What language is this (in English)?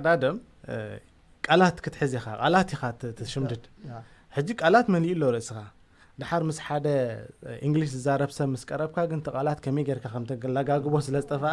Tigrinya